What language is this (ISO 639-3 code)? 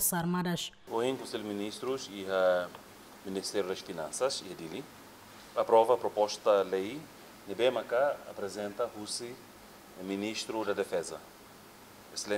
tet